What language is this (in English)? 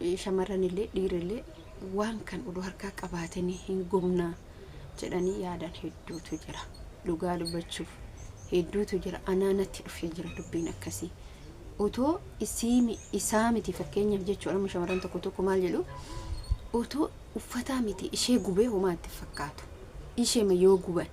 Oromo